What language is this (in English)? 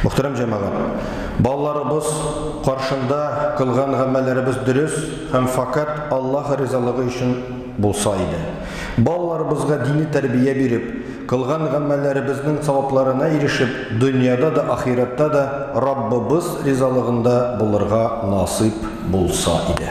Tatar